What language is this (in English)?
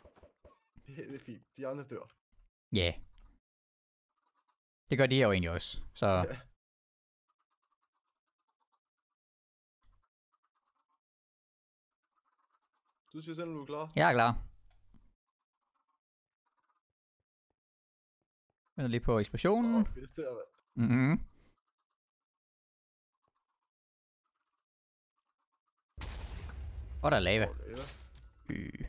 Danish